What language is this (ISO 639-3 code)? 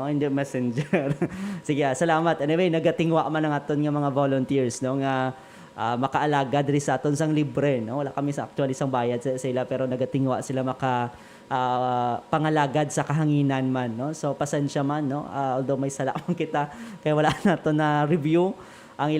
hil